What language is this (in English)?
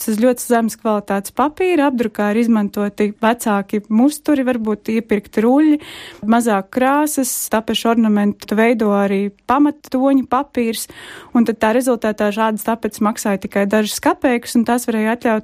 Latvian